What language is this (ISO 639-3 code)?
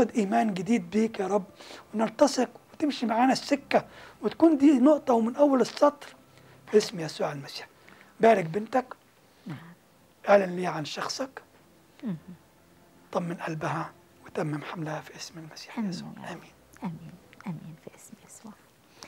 arz